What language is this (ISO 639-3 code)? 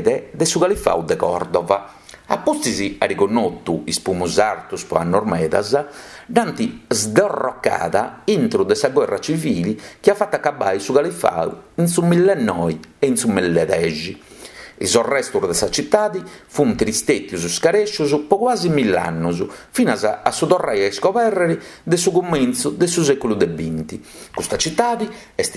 srd